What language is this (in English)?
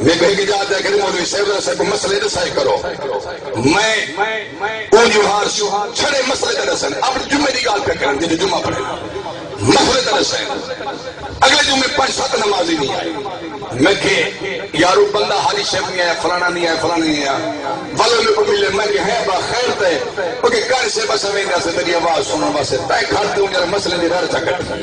Saraiki